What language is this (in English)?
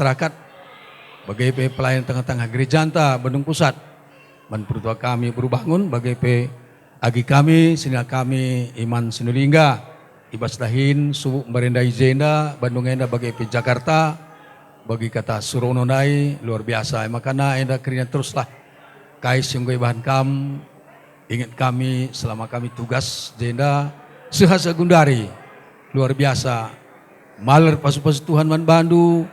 Batak Karo